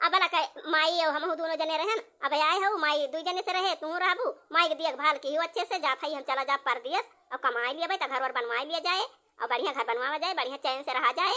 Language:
Awadhi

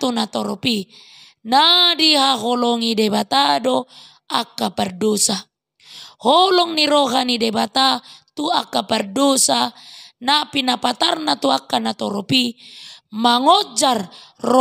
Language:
Batak Toba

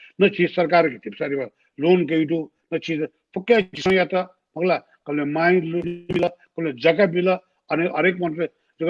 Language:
Newari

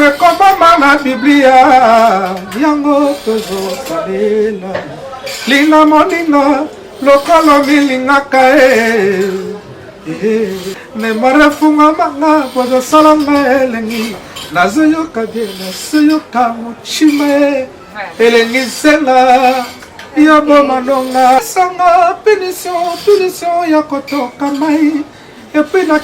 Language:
Lingala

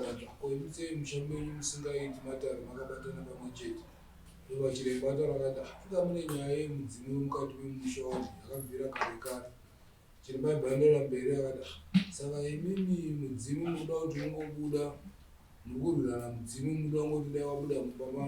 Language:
Shona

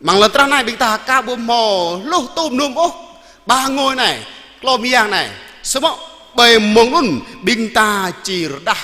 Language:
Jarai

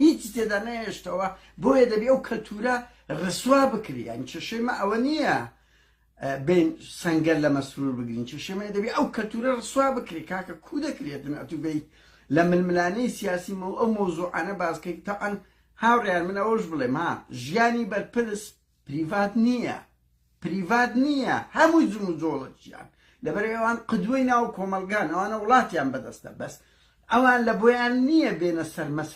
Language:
Central Kurdish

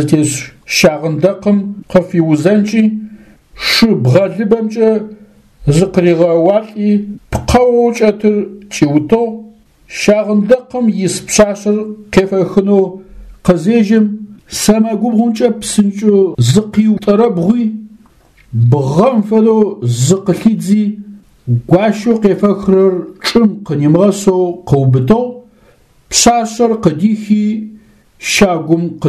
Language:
Adyghe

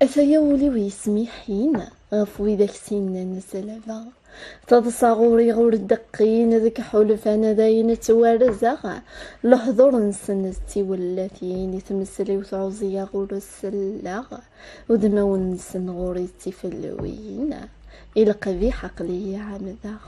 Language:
Kabyle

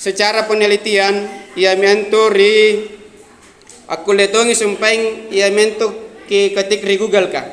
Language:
Makasar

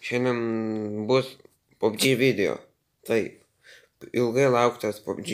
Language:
Lithuanian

